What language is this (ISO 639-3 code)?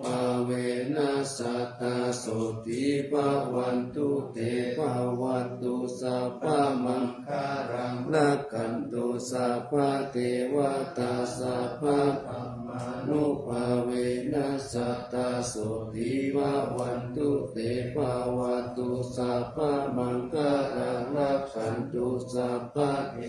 pli